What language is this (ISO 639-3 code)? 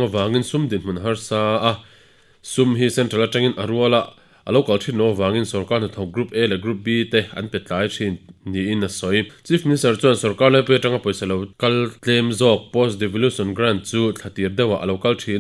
lus